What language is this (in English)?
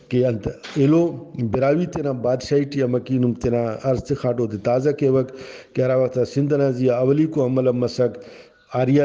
Brahui